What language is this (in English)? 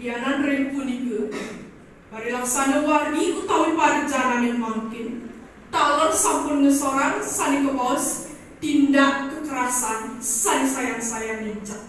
Balinese